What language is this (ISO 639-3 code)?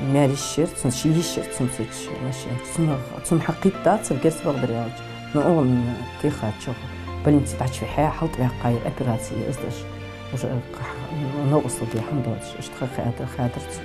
inh